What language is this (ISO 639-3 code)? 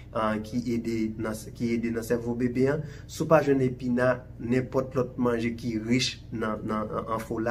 hat